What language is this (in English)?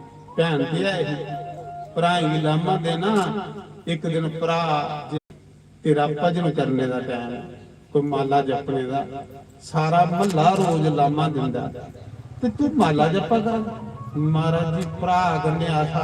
Dogri